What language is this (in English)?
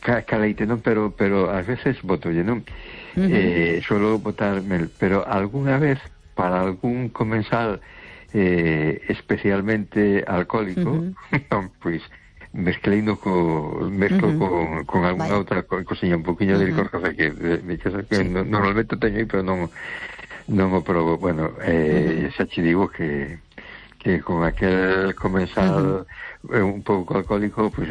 Galician